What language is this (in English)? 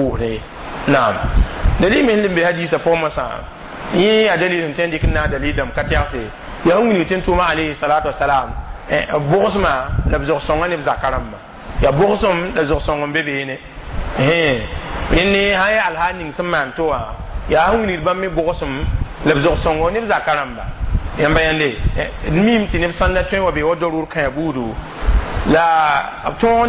Mossi